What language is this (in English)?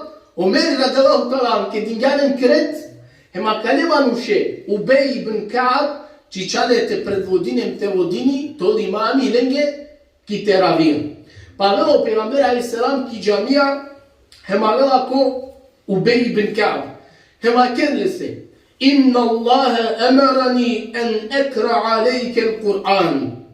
Balkan Romani